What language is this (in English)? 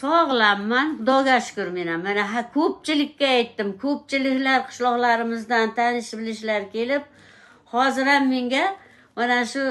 Uzbek